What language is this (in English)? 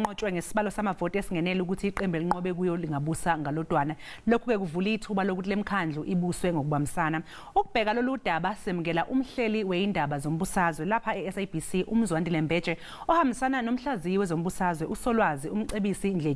Zulu